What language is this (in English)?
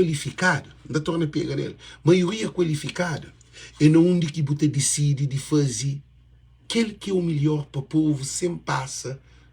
Kabuverdianu